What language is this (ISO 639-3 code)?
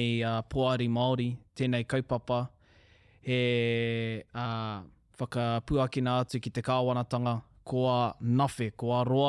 mri